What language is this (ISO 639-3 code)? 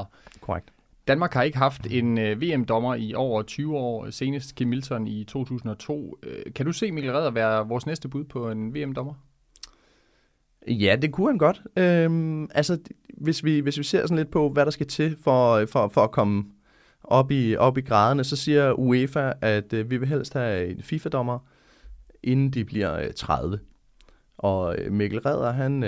dan